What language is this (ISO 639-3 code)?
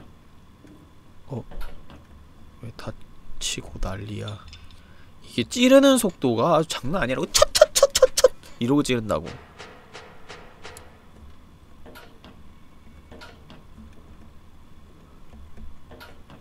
kor